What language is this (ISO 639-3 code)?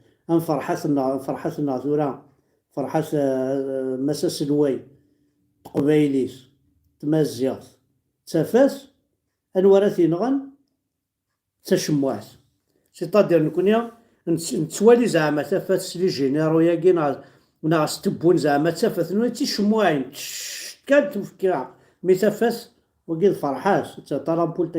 kab